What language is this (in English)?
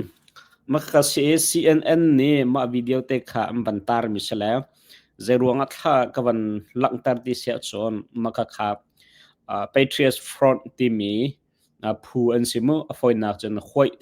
Hakha Chin